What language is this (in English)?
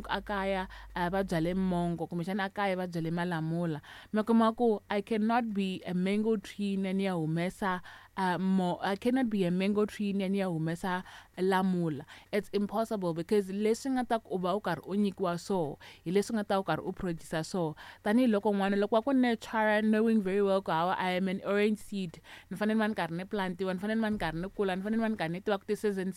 Tsonga